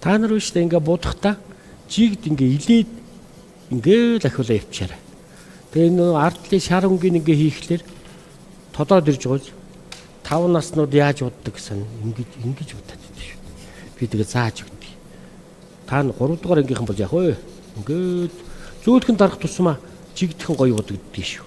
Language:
Mongolian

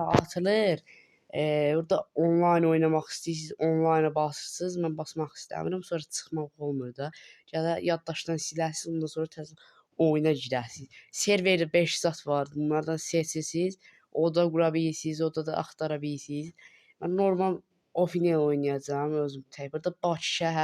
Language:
Azerbaijani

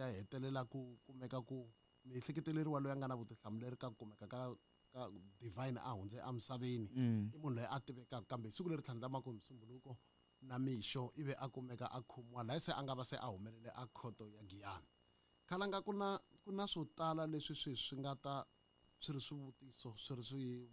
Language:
Tsonga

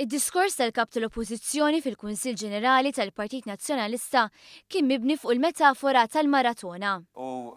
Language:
Maltese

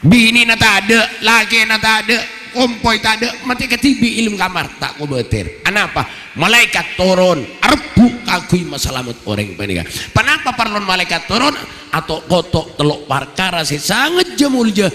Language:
Madurese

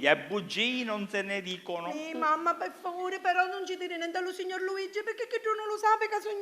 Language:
Sicilian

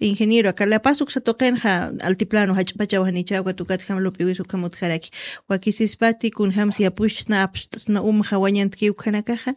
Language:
Aymara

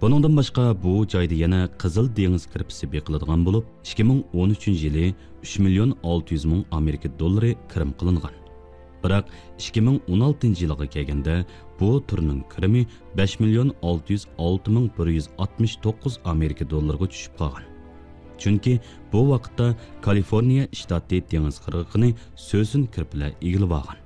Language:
Uyghur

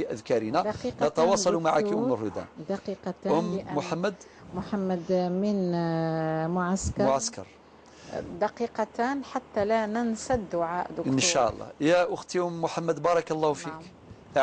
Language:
Algerian Arabic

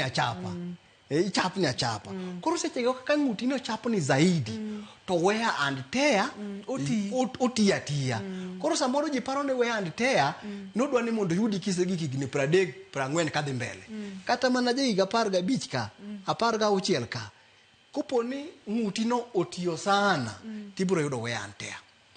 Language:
Luo (Kenya and Tanzania)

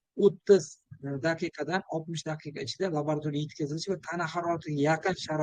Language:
Uzbek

